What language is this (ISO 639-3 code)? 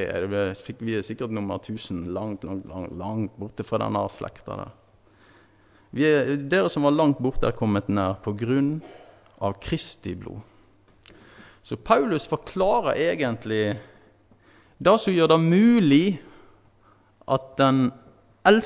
nor